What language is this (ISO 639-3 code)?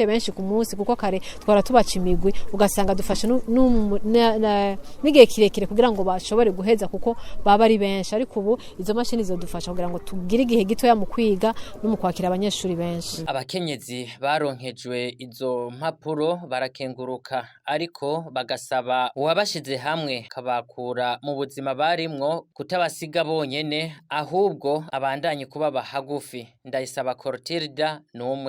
run